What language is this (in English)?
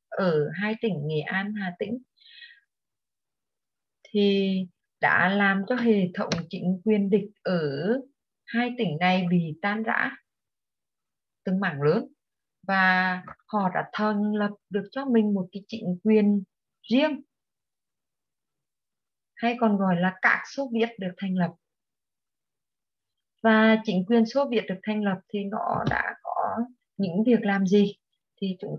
Vietnamese